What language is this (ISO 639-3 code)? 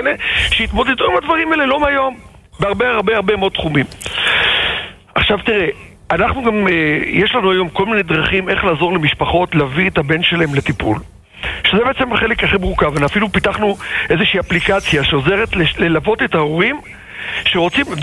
heb